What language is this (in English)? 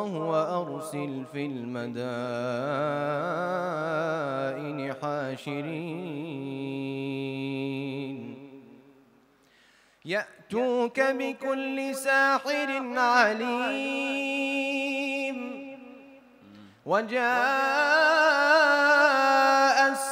Arabic